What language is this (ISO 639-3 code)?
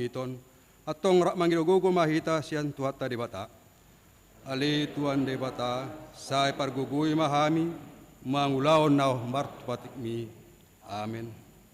bbc